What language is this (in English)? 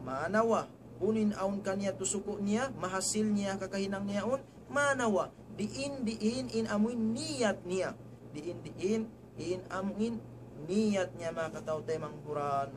Tausug